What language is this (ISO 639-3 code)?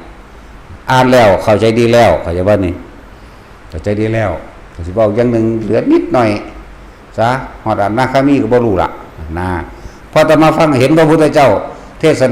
tts